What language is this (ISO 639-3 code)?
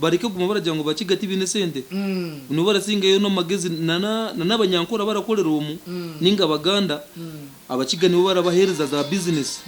nyn